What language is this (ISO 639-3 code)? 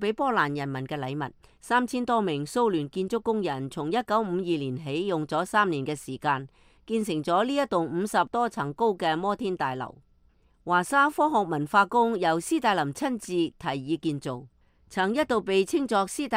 yue